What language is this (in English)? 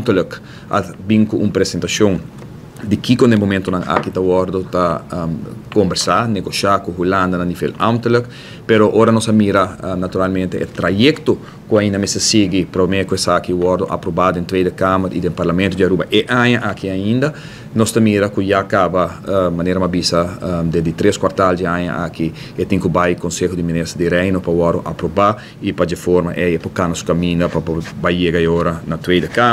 Papiamento